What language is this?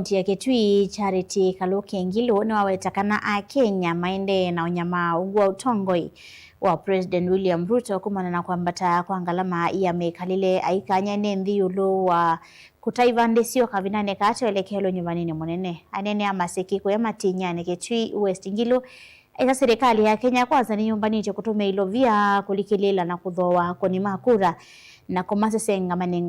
Kamba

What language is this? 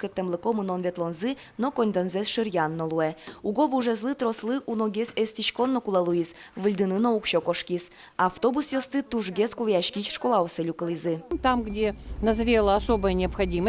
Udmurt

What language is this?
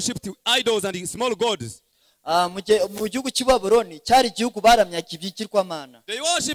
Kinyarwanda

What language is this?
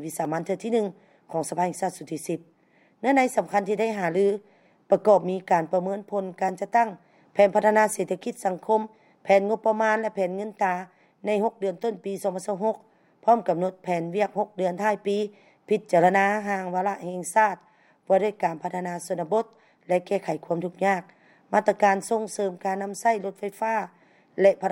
Lao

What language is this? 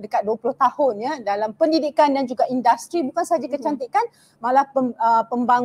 Malay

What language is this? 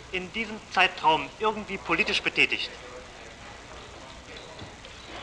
German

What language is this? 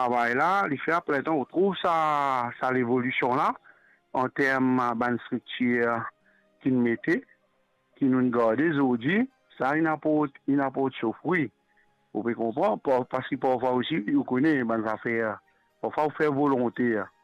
Morisyen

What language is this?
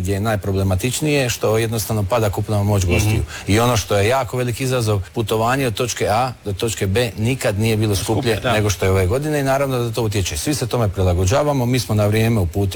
Croatian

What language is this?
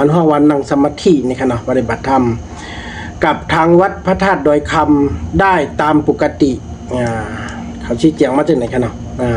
Shan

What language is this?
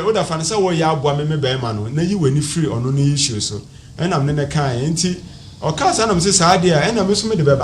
Akan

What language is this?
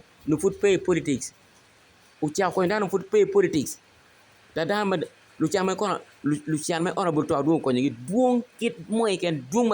Acoli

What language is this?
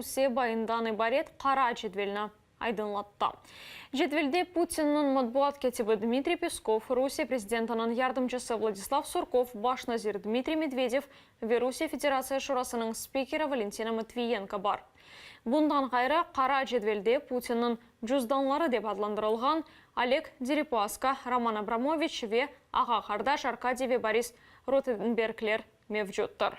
Crimean Tatar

